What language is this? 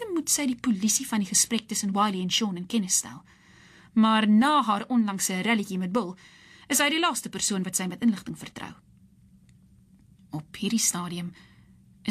Afrikaans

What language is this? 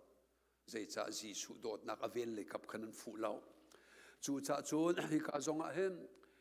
Hakha Chin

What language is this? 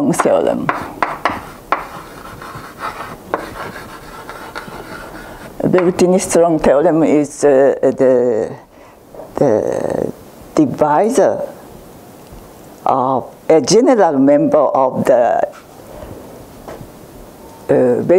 English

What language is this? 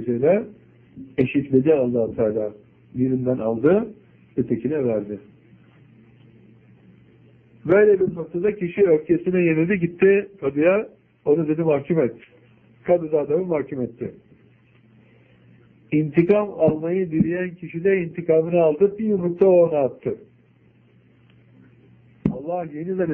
Turkish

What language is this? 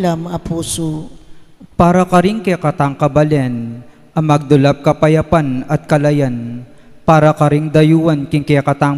Pampanga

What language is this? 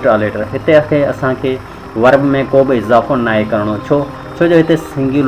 Sindhi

